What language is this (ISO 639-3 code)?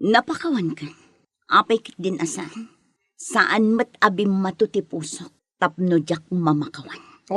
ilo